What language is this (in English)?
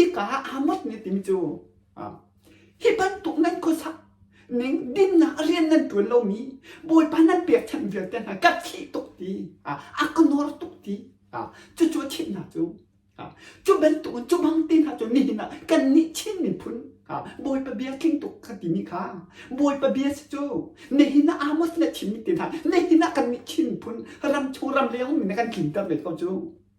Hakha Chin